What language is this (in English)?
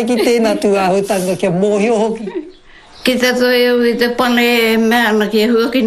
Māori